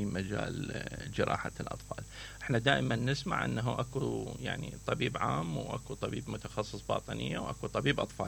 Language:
Mesopotamian Arabic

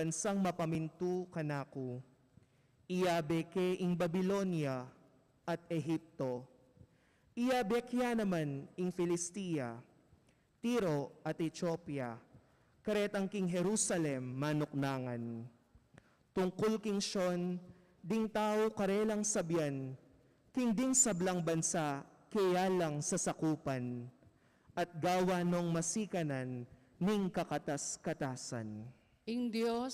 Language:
Pampanga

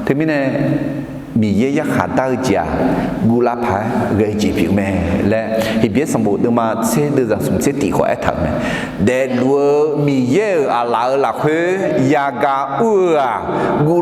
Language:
Akha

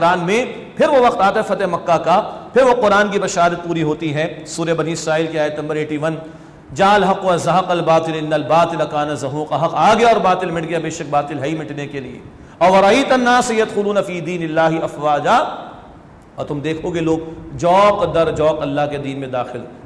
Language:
Urdu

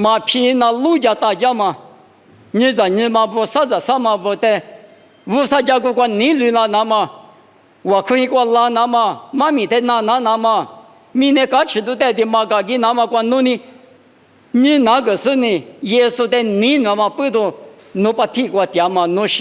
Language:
Lisu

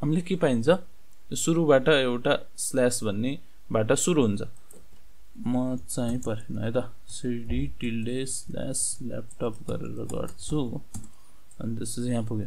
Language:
Nepali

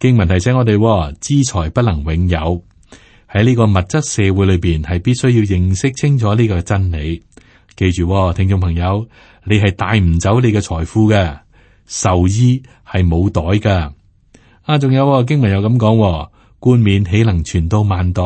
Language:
Cantonese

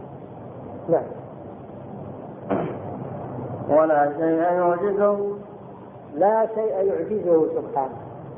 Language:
Arabic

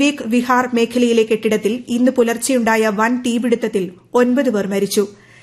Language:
Malayalam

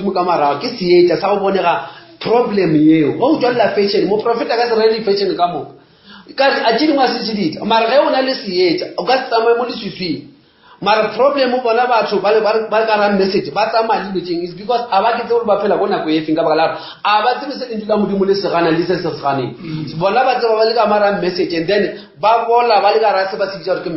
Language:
Northern Sotho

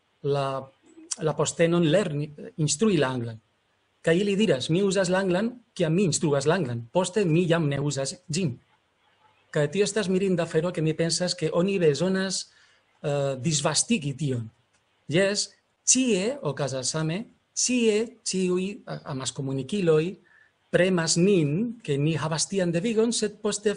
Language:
Esperanto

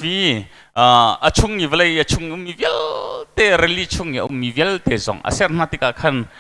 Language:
Hakha Chin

